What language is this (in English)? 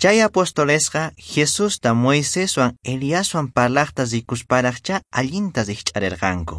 Quechua